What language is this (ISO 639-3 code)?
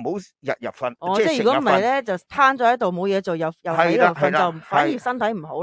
yue